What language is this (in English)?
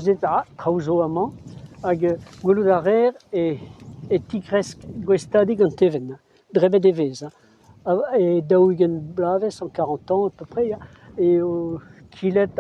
Breton